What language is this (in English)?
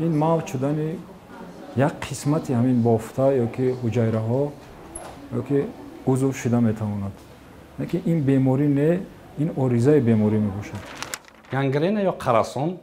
Tajik